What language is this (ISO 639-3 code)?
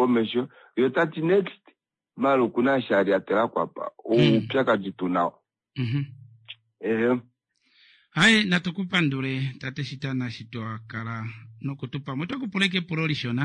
kua